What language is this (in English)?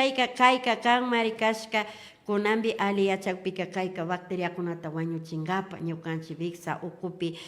Imbabura Highland Quichua